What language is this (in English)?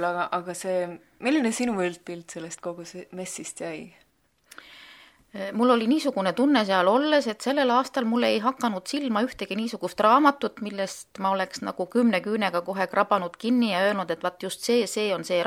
Estonian